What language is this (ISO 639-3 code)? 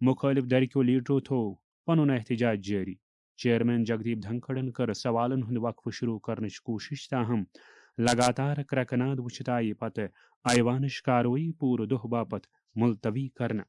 kas